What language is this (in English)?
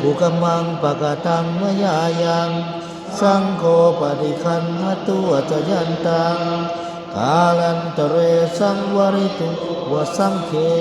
Pali